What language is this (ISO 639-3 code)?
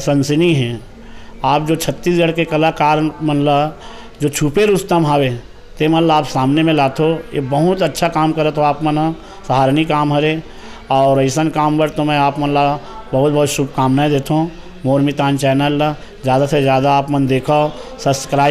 hne